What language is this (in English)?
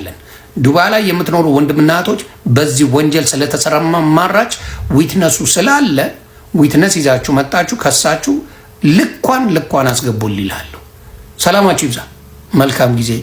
Amharic